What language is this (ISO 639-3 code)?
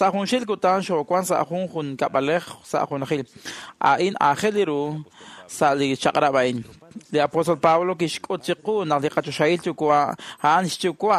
kek